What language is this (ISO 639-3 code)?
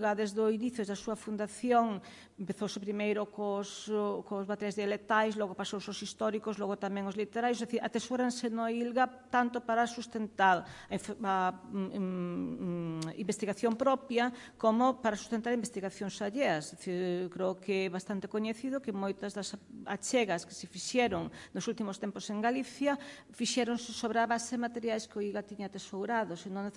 glg